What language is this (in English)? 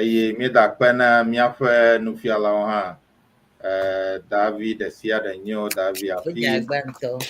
Ewe